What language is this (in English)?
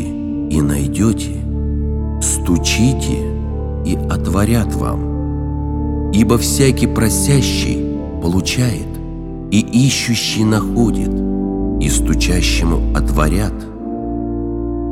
Russian